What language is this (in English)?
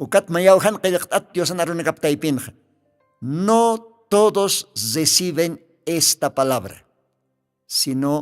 Aymara